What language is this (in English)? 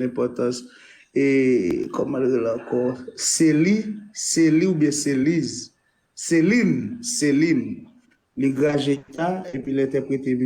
Haitian Creole